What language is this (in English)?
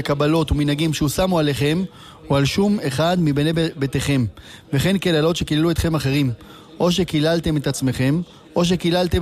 Hebrew